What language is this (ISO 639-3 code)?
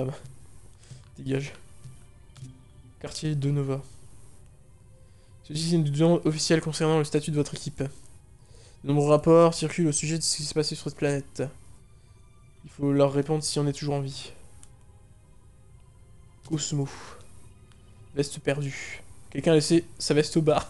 fra